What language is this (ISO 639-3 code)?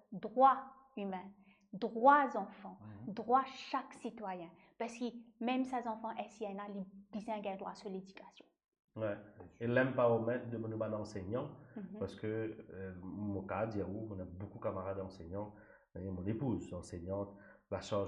mfe